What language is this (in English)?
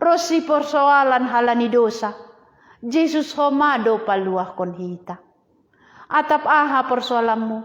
Batak Simalungun